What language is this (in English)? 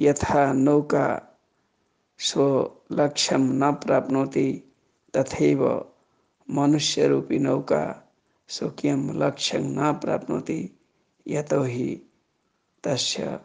Sanskrit